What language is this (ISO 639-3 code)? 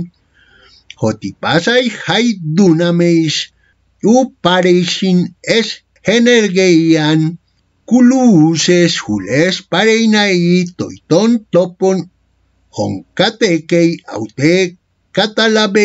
grc